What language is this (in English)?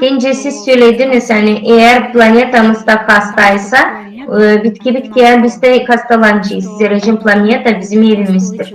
Gagauz